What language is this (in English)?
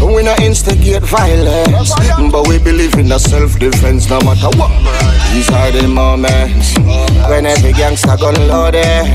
Jamaican Creole English